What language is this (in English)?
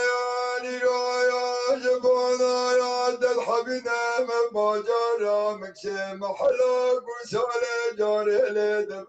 Kurdish